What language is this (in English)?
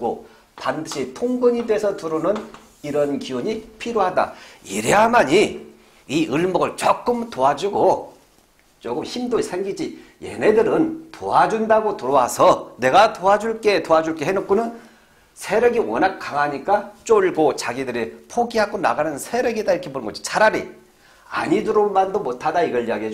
Korean